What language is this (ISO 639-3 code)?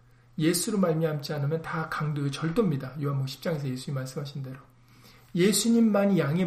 kor